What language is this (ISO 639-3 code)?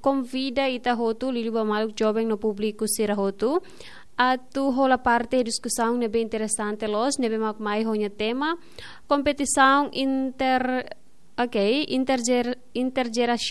tet